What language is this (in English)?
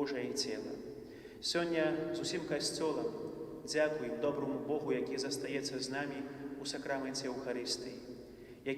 Belarusian